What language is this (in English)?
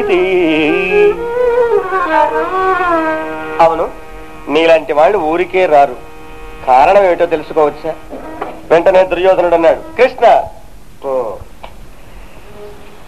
Telugu